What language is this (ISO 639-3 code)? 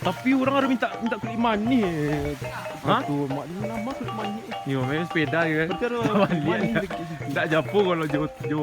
min